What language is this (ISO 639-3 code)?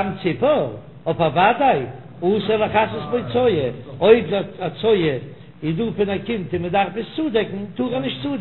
yid